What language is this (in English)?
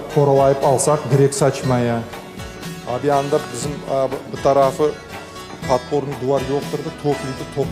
Crimean Tatar